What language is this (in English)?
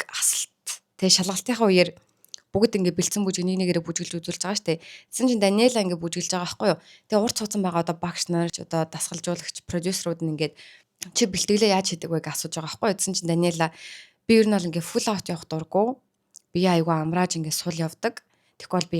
Mongolian